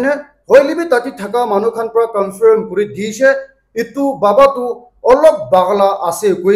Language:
Naga Pidgin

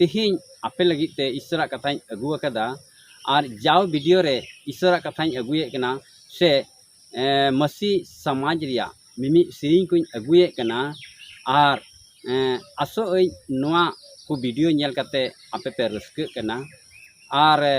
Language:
Santali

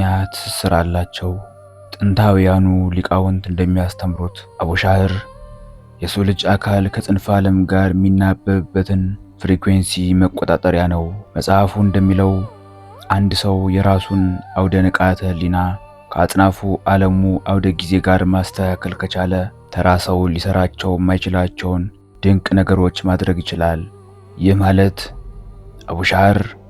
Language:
Amharic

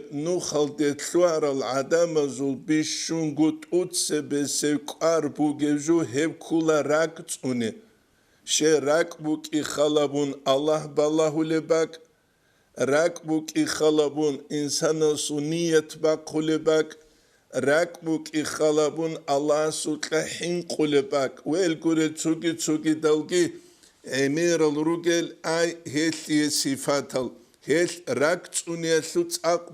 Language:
Avaric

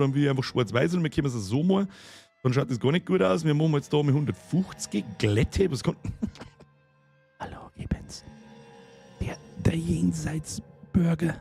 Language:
Bavarian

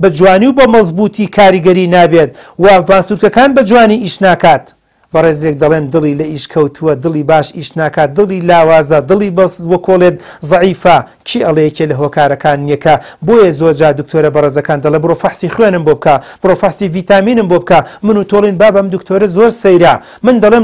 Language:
Central Kurdish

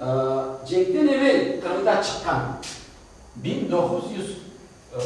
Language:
Crimean Tatar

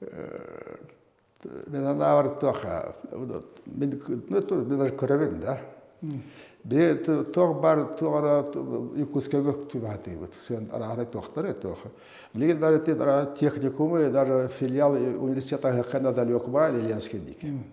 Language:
Yakut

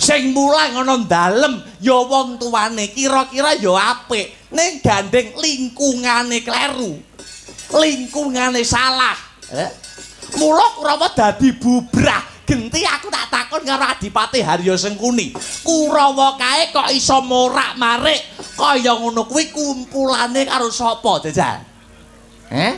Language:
Javanese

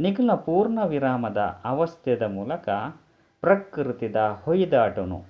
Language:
Tulu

